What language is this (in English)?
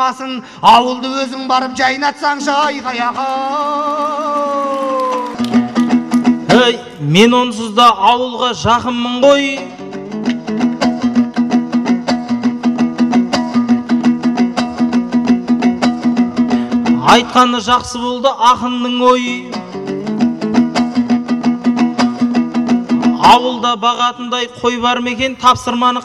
Kazakh